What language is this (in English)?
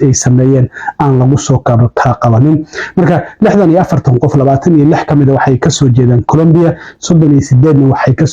Somali